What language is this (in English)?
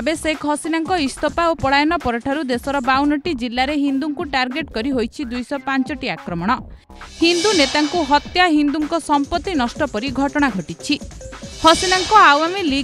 Odia